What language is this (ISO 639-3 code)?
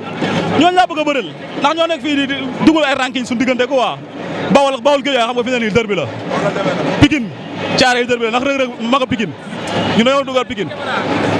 wol